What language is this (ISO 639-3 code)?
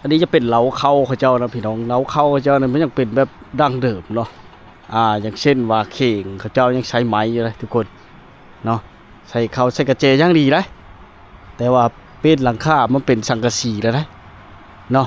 lao